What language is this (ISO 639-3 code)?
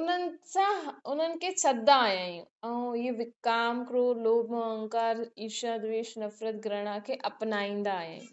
snd